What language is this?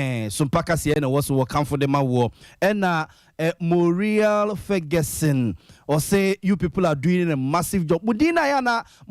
Akan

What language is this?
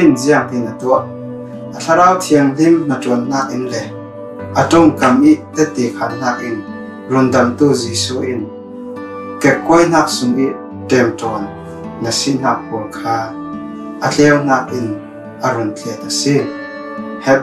Falam Chin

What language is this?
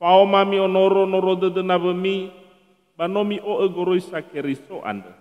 Nias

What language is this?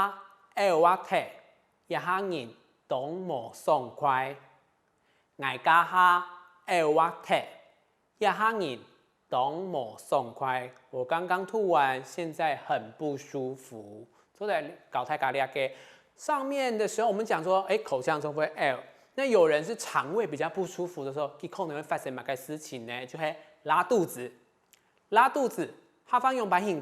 Hakka Chinese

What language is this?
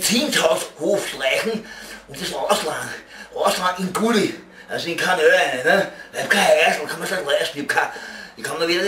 Bavarian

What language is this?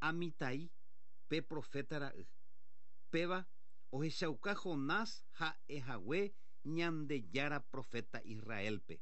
Guarani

